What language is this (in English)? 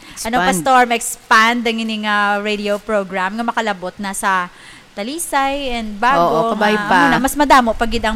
Hiligaynon